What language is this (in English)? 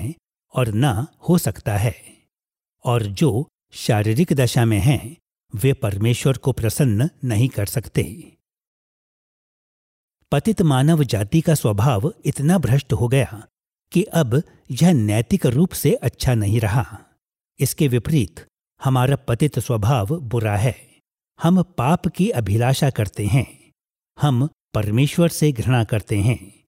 Hindi